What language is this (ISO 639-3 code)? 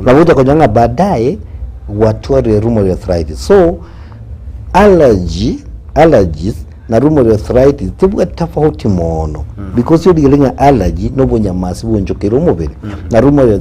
guz